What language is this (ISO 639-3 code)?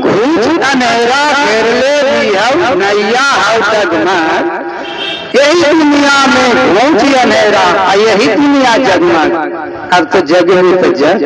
mag